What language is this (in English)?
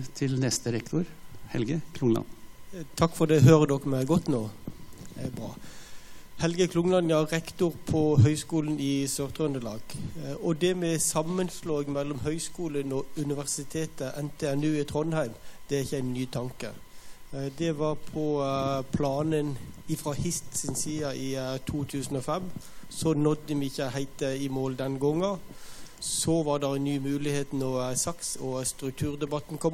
Norwegian